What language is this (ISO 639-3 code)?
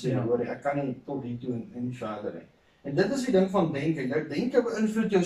afr